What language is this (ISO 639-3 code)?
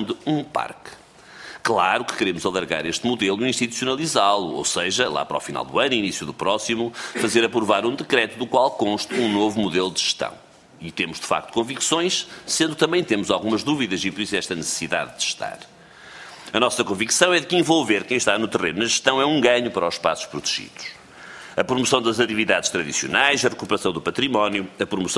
por